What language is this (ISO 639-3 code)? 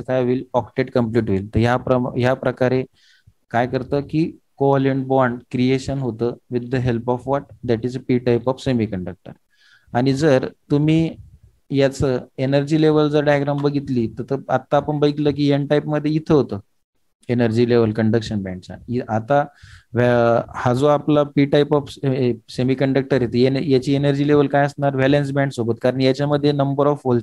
mar